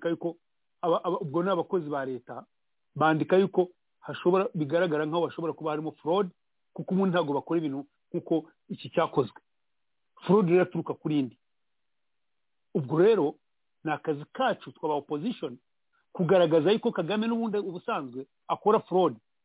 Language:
Kinyarwanda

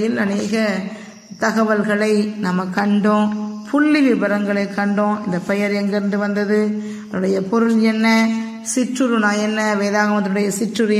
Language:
Tamil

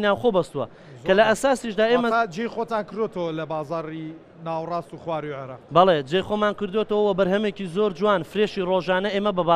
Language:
Central Kurdish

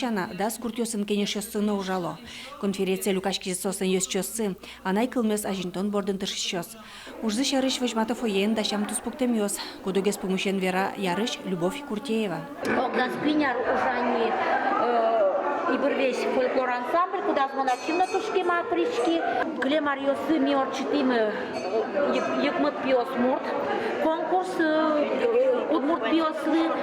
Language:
Udmurt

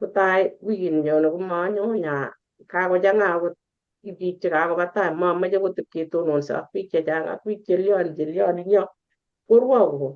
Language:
Kalenjin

